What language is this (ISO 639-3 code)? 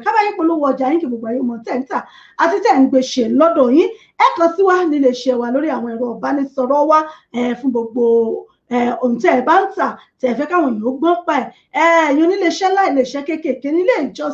yor